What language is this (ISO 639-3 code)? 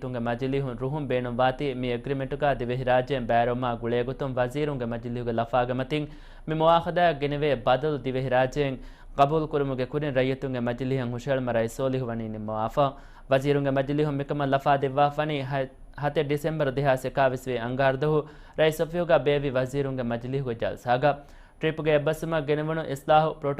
div